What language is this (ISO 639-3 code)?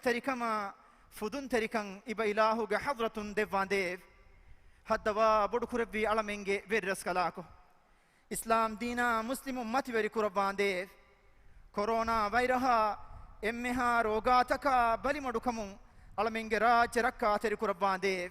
div